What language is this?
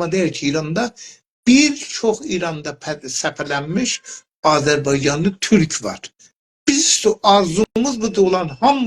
South Azerbaijani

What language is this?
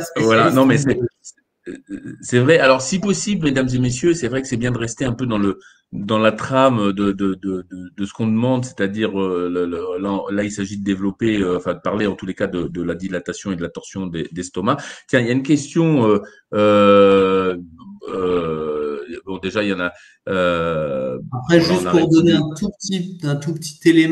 French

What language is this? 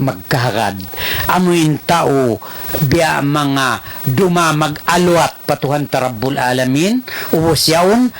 Tausug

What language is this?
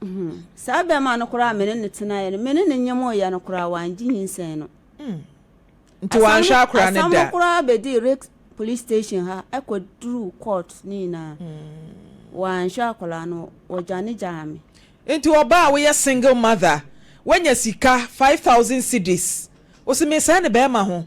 Akan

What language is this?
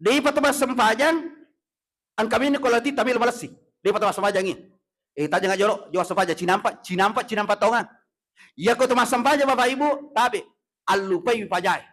Buginese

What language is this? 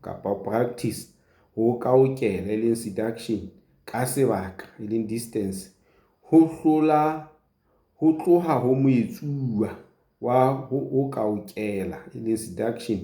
Southern Sotho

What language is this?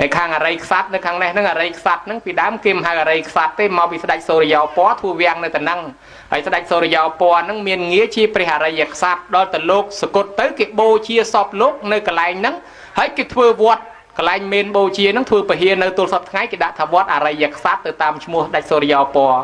Khmer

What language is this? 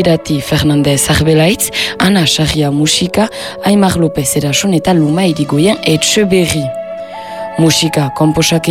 Basque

